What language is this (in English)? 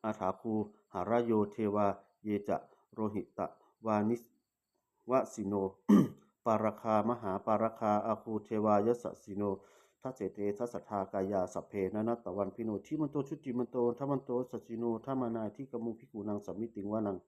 Pali